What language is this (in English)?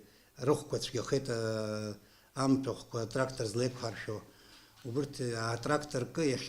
Abkhazian